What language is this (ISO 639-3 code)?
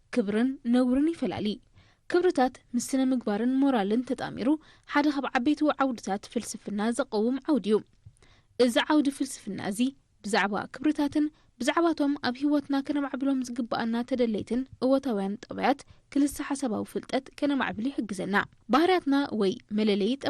tir